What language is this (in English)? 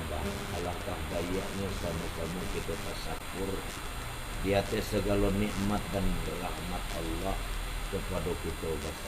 Minangkabau